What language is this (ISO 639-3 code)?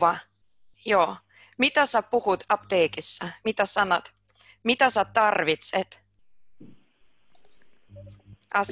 fin